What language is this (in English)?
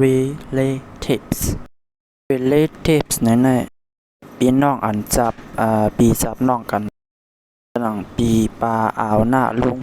Shan